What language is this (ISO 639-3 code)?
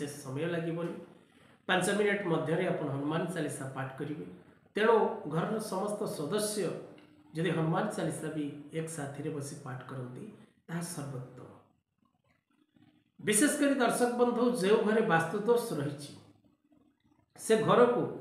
ori